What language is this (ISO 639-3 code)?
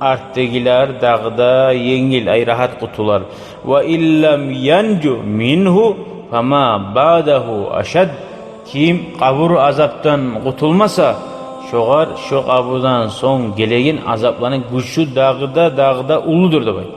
kum